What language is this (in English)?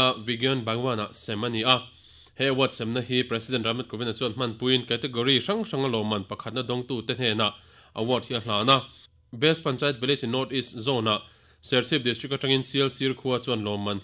Mizo